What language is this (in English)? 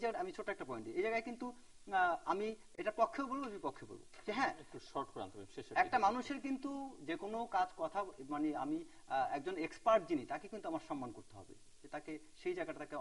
Bangla